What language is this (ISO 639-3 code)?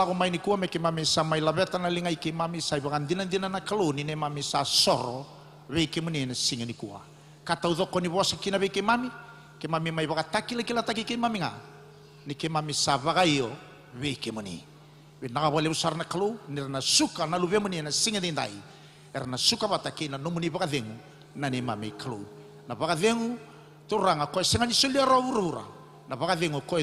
fij